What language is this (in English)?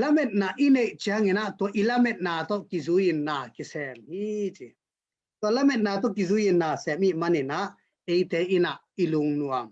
Tedim Chin